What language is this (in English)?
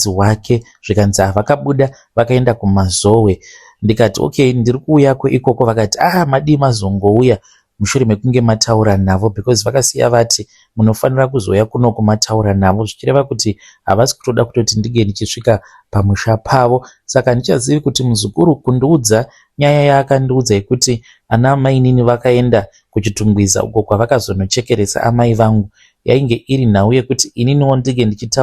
Shona